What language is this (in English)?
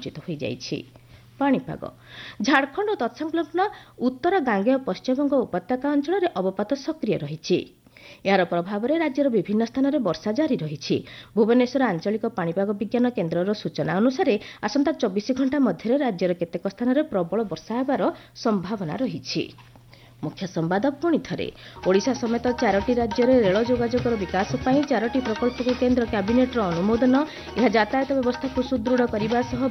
Odia